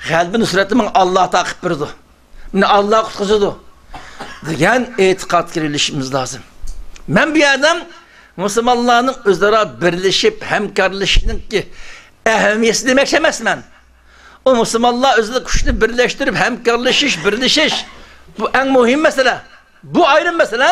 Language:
Uyghur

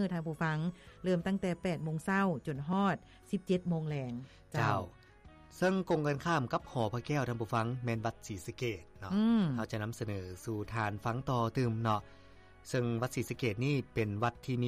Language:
Lao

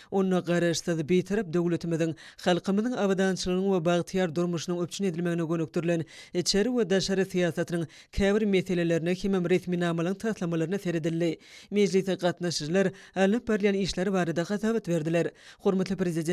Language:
Turkmen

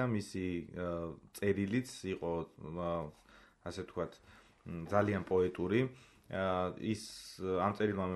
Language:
Georgian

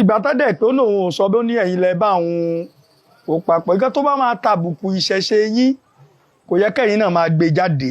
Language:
Yoruba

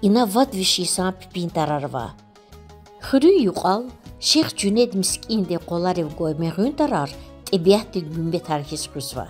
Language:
Lezghian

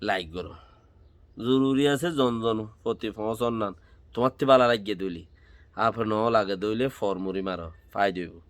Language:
Rohingya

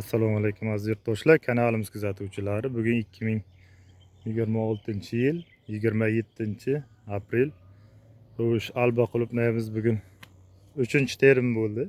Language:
Uzbek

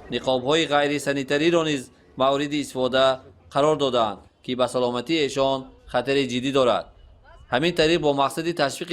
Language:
Tajik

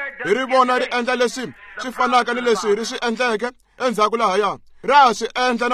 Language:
Tsonga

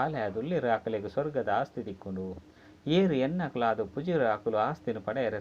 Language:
Tulu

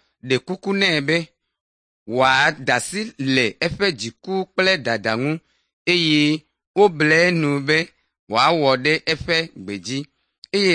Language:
Ewe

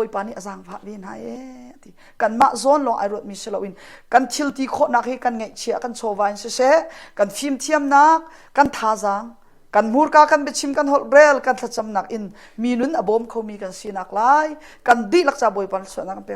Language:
Hakha Chin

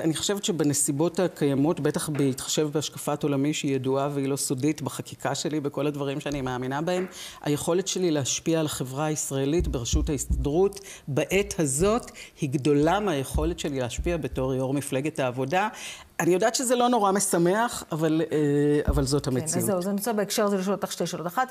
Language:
Hebrew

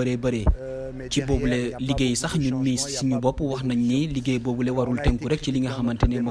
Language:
Wolof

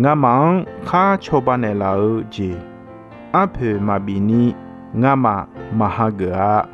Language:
Akha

